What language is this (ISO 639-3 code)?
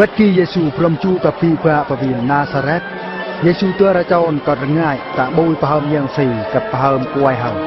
bru